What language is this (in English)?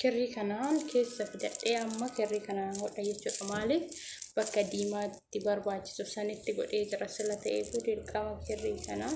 Oromo